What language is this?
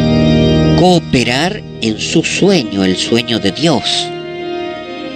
Spanish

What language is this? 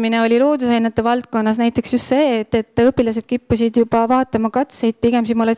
Estonian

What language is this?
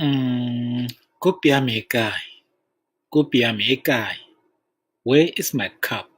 Tswana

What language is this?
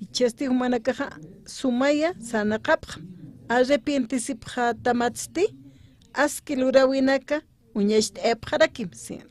Aymara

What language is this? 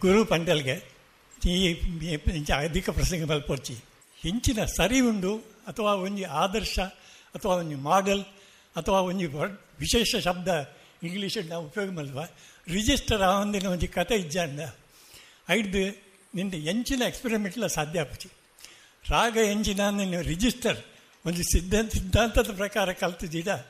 Tulu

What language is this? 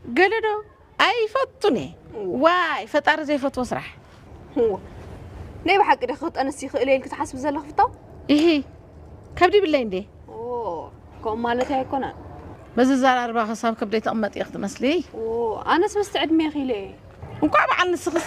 Tigrinya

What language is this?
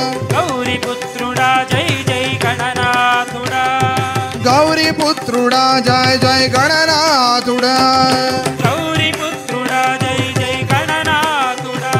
Telugu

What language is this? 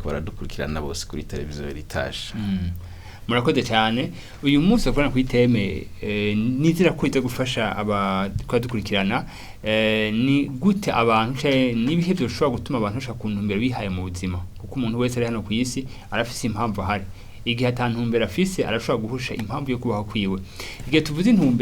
Rundi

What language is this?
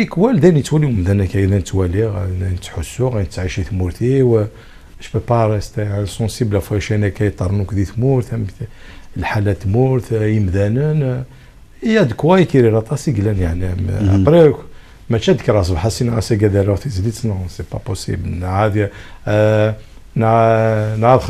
Kabyle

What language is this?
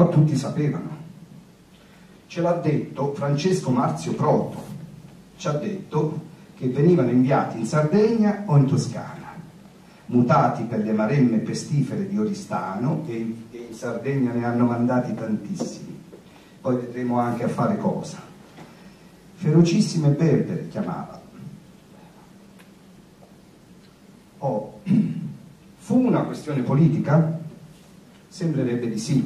Italian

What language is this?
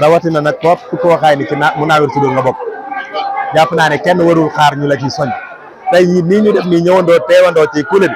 Wolof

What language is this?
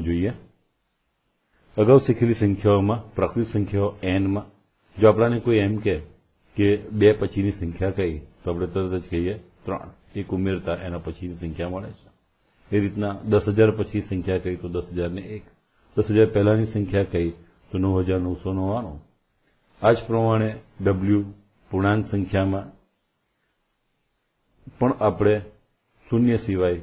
Gujarati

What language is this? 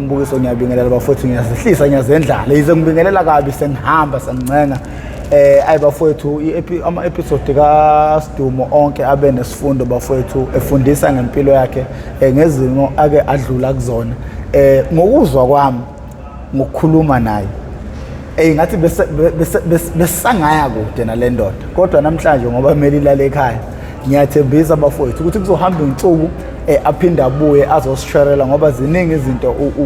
Zulu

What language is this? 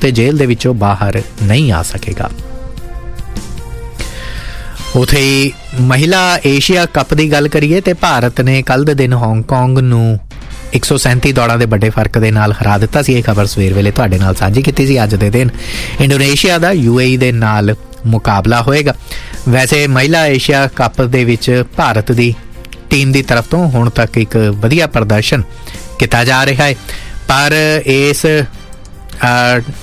Punjabi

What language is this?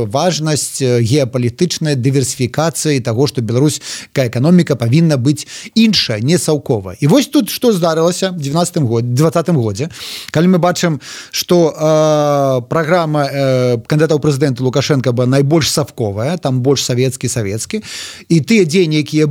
Belarusian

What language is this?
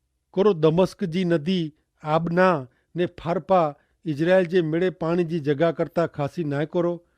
Kachhi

